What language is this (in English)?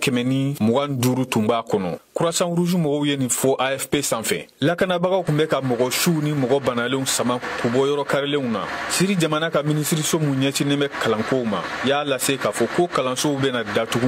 Bambara